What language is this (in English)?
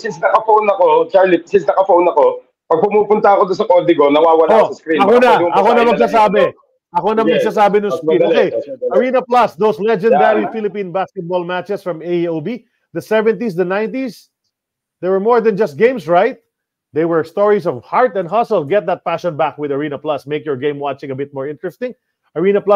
Filipino